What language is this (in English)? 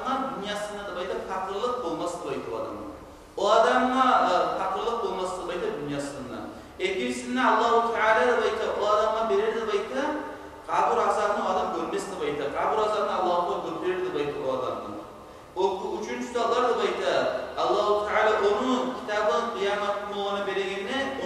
Kumyk